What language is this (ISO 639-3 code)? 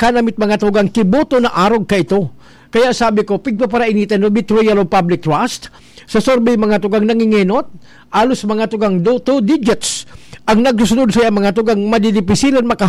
bik